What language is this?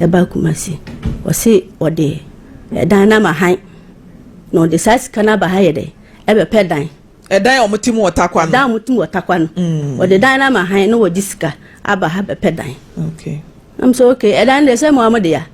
Akan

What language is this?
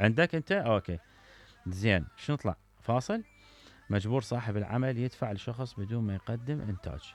Mesopotamian Arabic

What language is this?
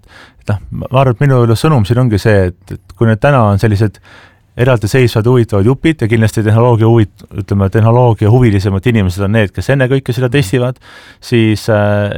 Estonian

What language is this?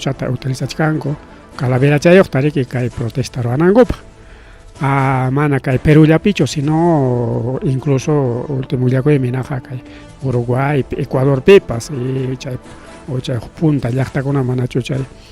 Ayacucho Quechua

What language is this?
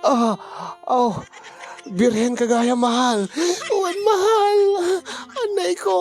Iloko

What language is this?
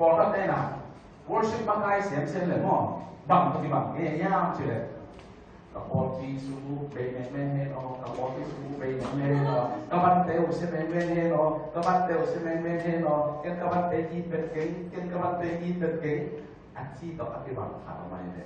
Tedim Chin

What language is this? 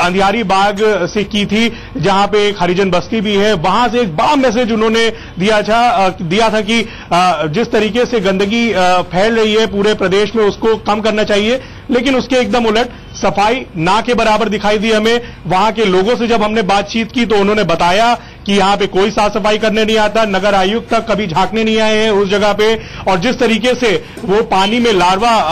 Hindi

